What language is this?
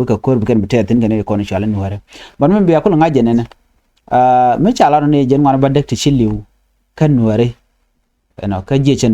Nuer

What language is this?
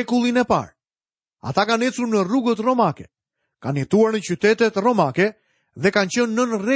Albanian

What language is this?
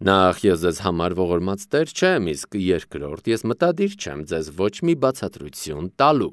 Armenian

